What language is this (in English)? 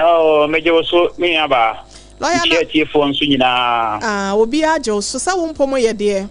Akan